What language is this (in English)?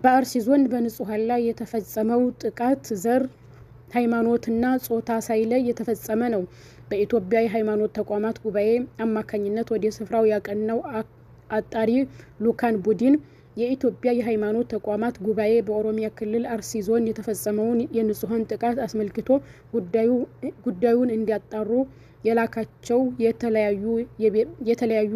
Amharic